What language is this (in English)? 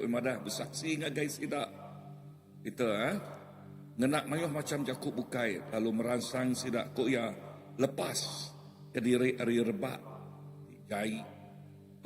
Iban